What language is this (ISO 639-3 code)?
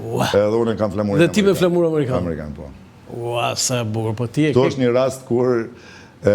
sqi